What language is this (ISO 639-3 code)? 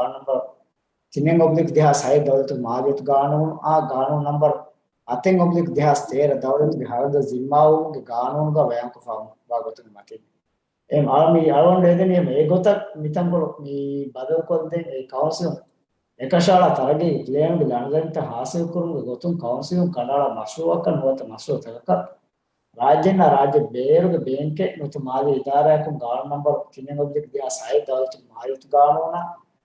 div